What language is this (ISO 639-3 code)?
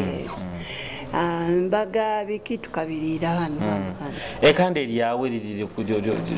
nyo